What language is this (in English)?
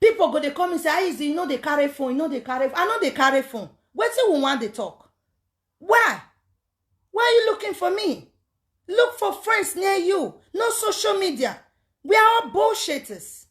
Nigerian Pidgin